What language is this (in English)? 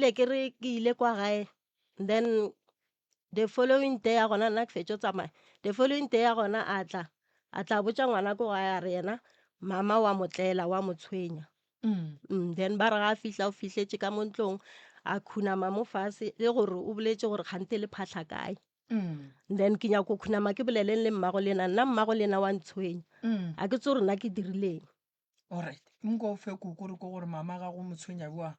Northern Sotho